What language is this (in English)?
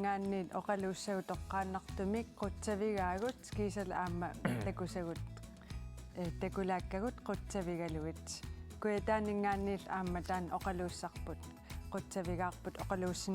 Kalaallisut